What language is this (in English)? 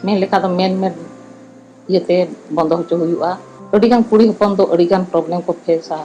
Santali